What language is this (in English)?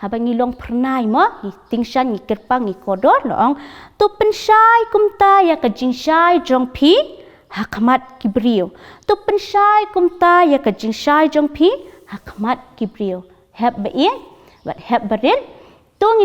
Khasi